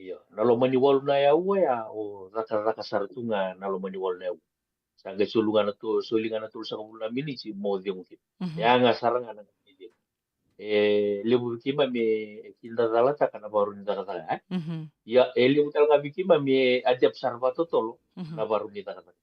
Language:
Fijian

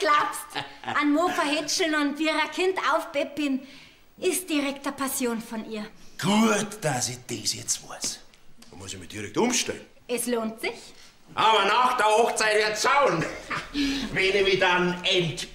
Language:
Bavarian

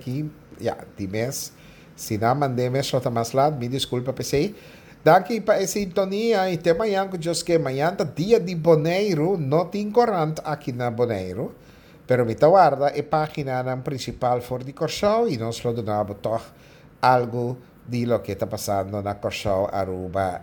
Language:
Papiamento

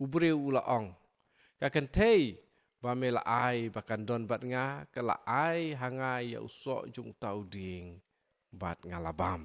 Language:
Khasi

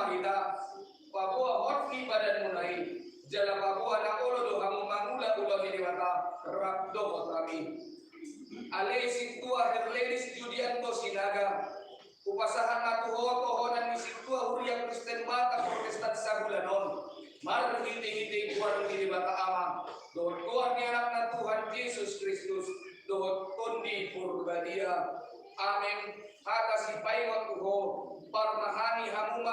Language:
Batak Toba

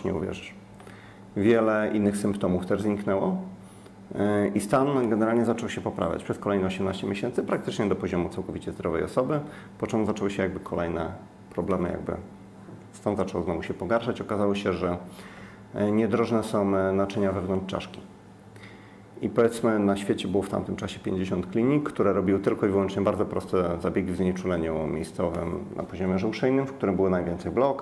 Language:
Polish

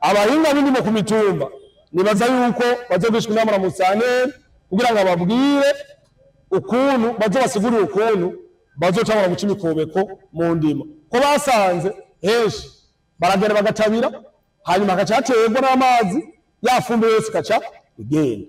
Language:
Rundi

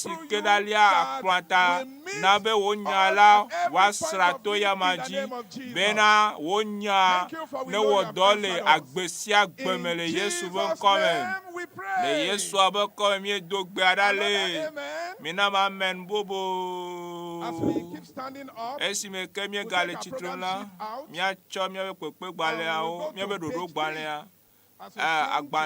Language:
Ewe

